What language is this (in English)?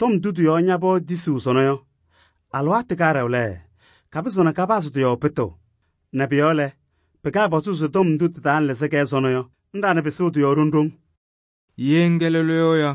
Kabiyè